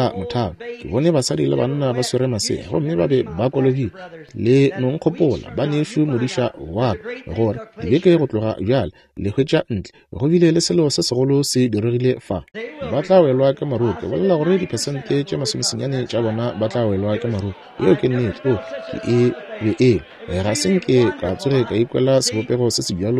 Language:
Northern Sotho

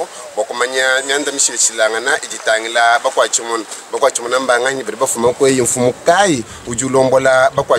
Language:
Luba-Lulua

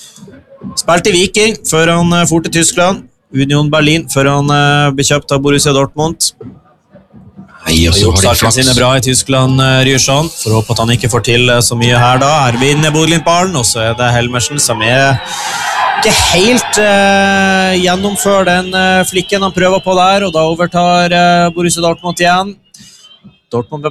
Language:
Norwegian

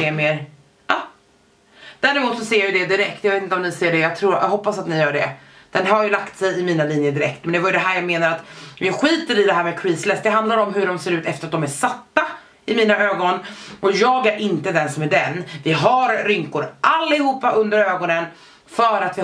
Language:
Swedish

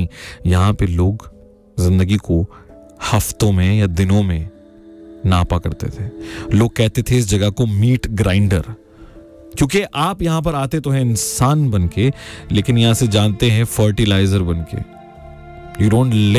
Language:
Hindi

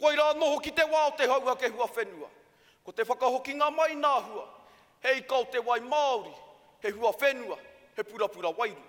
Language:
Māori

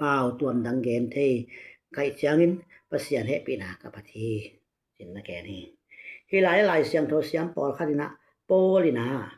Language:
Tedim Chin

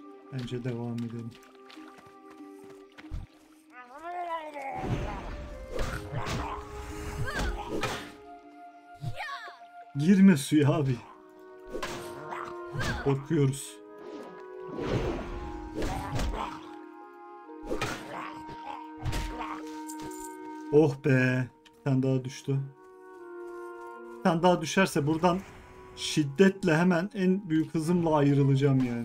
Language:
Turkish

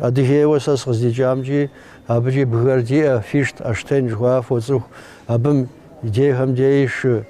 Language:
Kabardian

